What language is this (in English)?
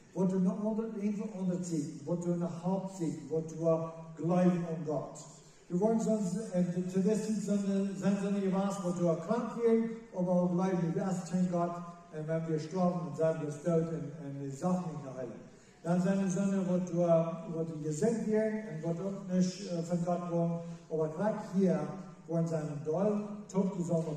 Plautdietsch